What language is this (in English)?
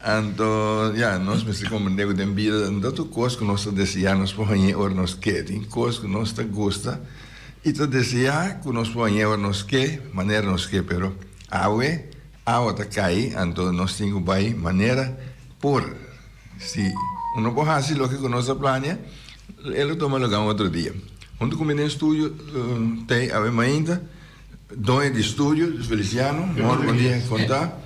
Papiamento